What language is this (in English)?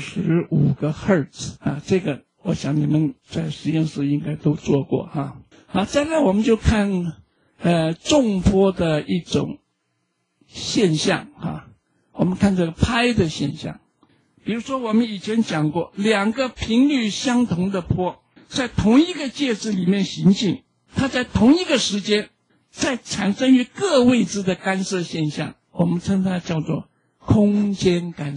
Chinese